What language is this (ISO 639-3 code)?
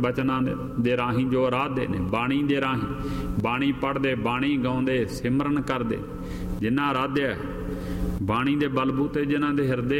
pan